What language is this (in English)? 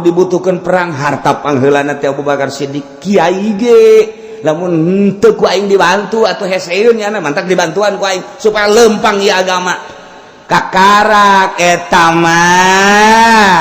Sundanese